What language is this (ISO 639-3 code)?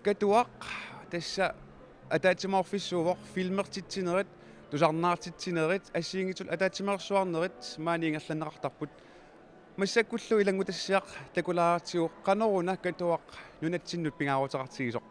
kal